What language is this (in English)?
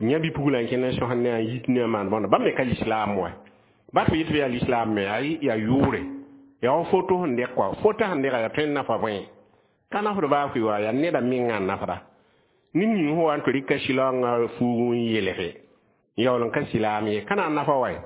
Mossi